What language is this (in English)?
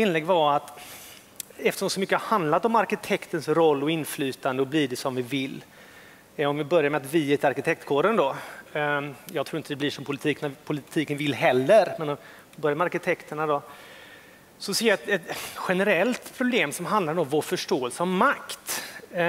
Swedish